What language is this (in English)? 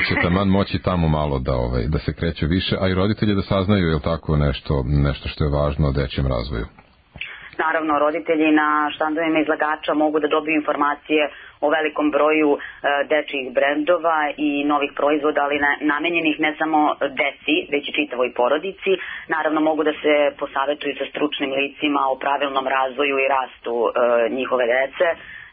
Serbian